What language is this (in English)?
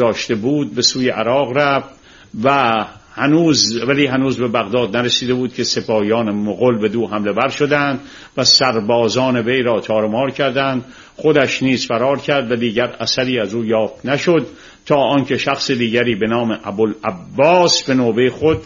Persian